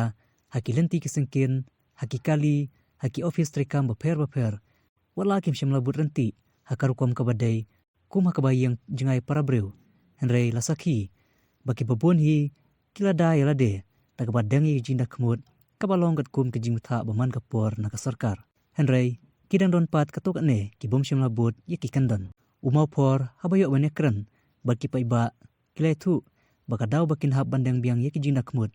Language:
Khasi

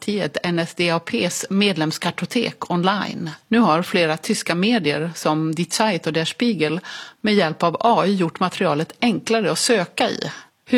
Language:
Swedish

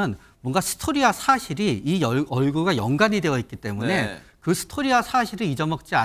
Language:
Korean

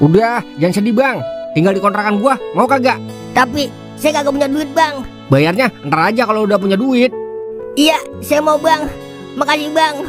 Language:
Betawi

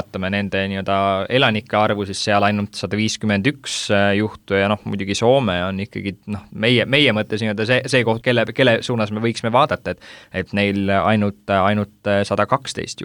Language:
Estonian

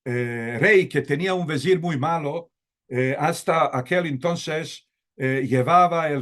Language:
Ladino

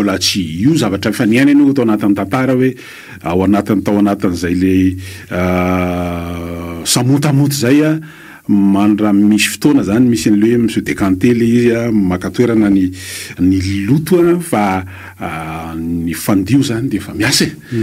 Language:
Malagasy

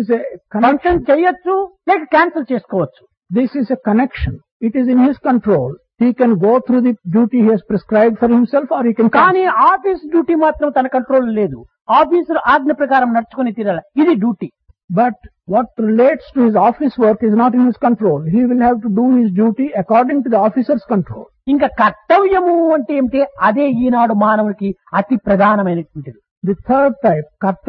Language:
Telugu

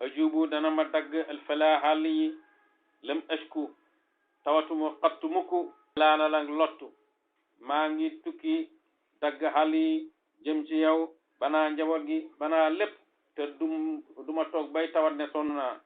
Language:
Wolof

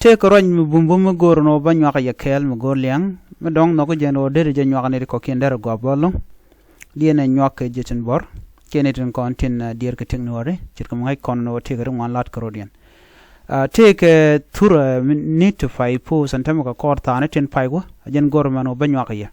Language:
Nuer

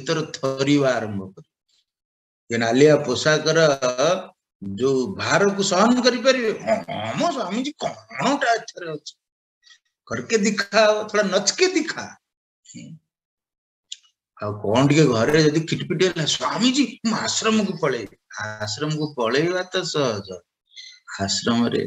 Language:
Odia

